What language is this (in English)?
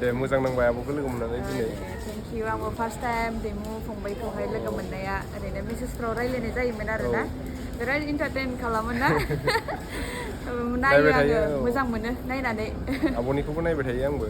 Bodo